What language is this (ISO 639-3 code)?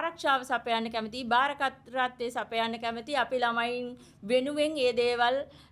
sin